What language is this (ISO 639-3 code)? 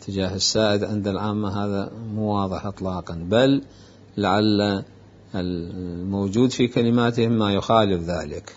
acm